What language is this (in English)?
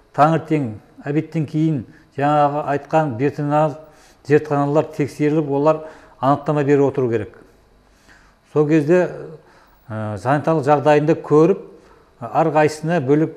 Kazakh